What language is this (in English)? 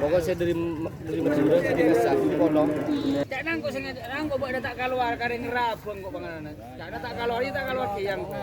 Madurese